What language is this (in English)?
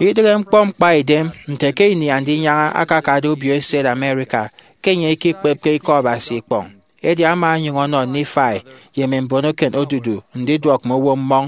Efik